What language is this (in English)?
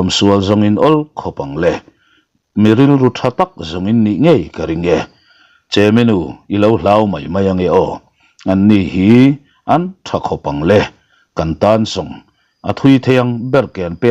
Mizo